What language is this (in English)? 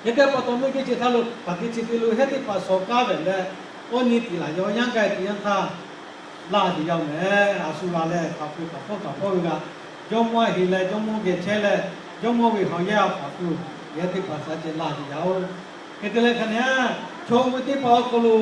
Lahu